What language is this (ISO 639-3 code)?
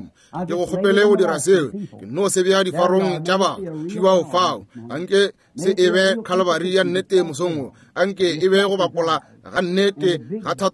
nso